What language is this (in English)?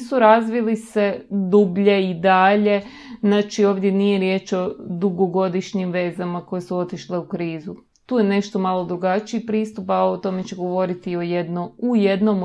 Croatian